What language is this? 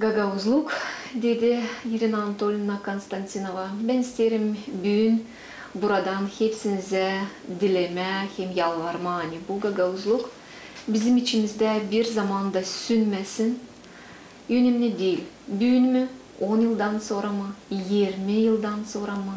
Gagauz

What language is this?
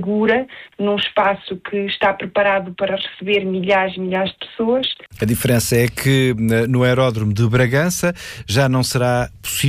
Portuguese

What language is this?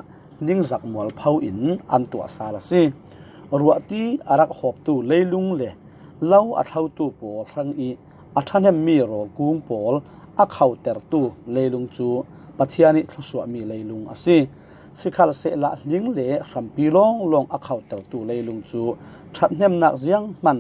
Falam Chin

